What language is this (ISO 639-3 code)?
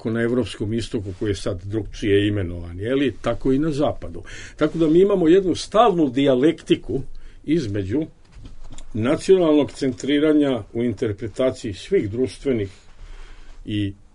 bos